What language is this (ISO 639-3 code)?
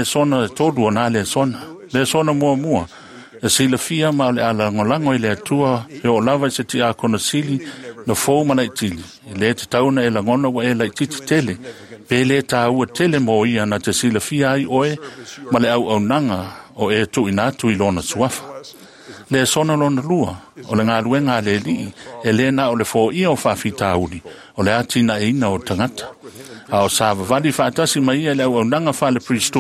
smo